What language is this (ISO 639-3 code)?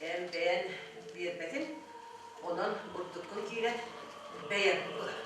sah